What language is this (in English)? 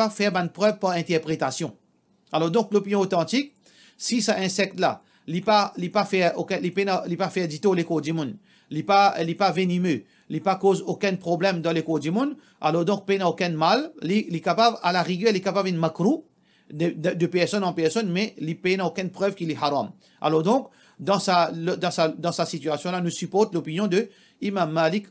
Morisyen